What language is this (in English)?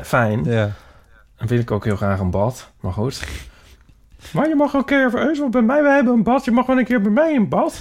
Dutch